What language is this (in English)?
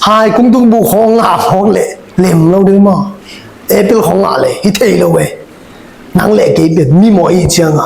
Tedim Chin